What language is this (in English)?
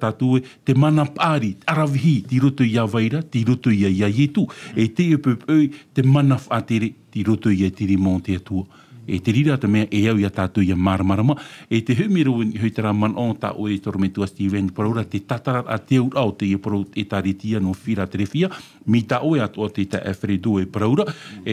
Tahitian